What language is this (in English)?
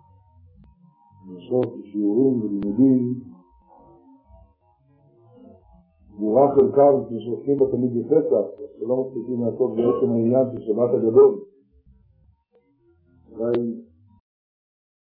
Hebrew